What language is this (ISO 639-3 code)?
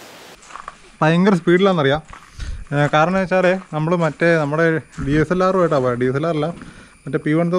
mal